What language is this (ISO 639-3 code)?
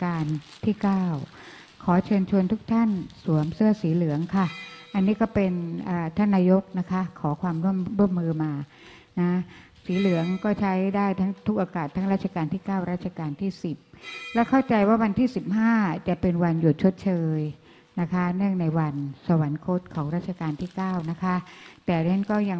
tha